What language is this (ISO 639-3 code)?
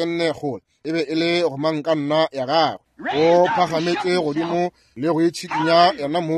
nso